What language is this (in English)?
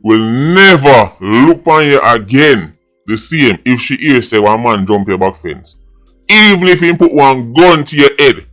Jamaican Creole English